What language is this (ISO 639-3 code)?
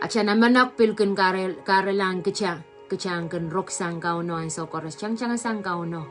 pon